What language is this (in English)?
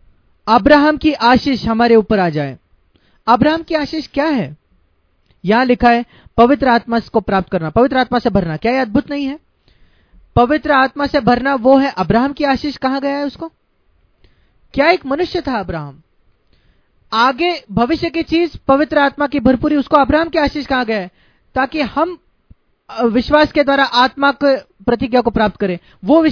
Hindi